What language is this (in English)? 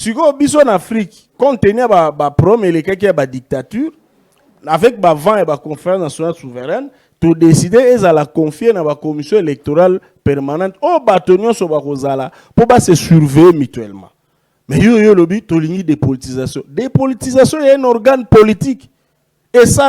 Lingala